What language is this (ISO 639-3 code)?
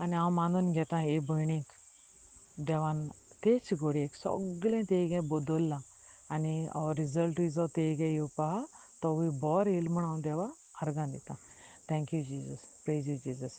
kok